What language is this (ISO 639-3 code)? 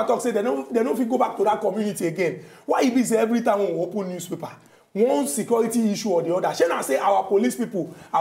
pcm